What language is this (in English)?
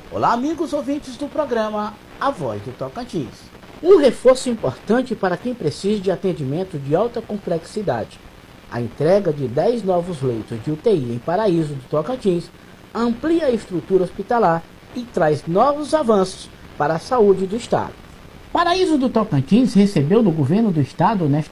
Portuguese